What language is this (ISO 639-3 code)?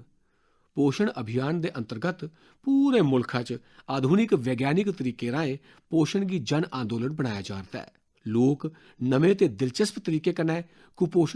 doi